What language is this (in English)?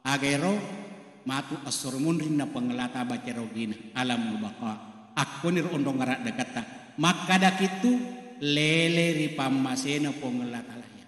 Buginese